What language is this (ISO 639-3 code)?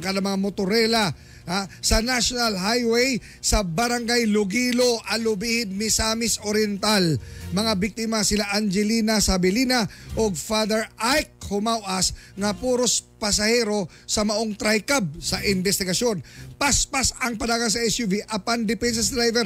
ceb